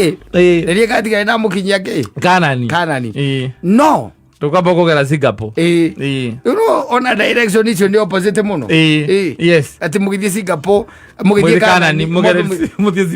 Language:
Kikuyu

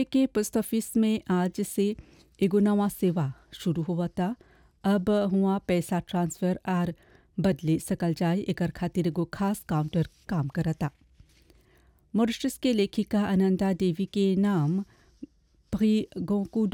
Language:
Bhojpuri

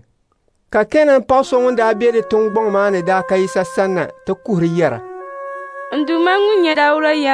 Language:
Dagbani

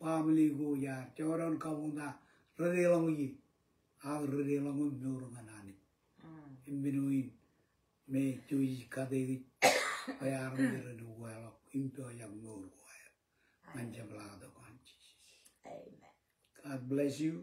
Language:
Marshallese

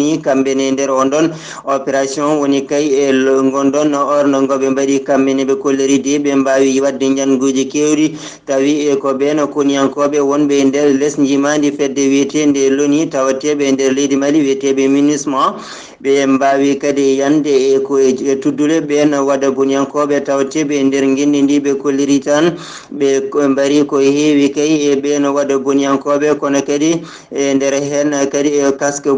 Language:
Fula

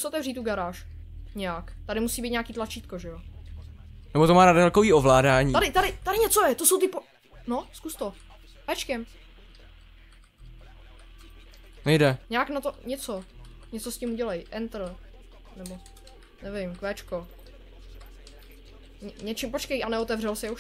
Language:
Czech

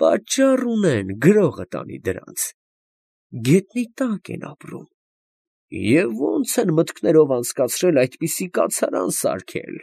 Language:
Armenian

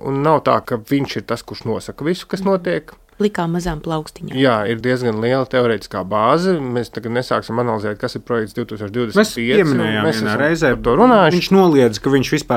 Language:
Latvian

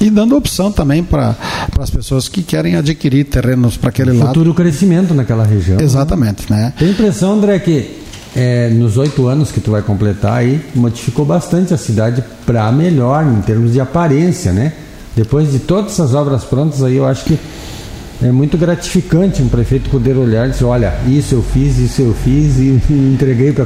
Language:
Portuguese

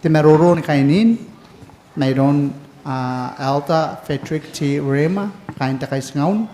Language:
Gilbertese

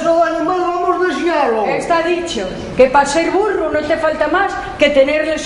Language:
Asturian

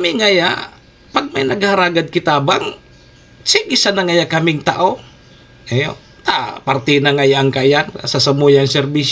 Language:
Bikol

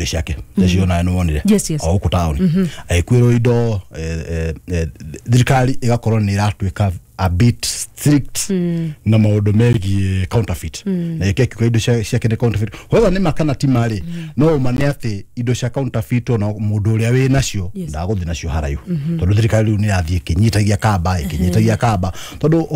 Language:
Kikuyu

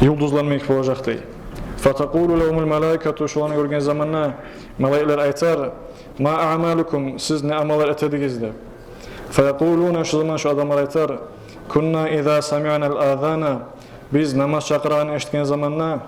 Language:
Kumyk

